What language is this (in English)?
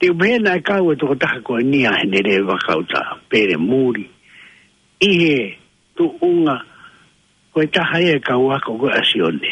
Tongan